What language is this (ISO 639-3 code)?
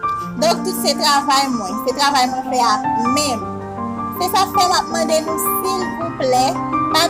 hat